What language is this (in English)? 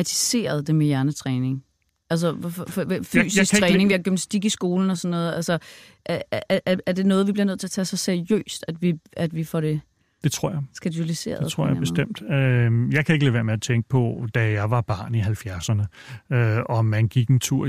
Danish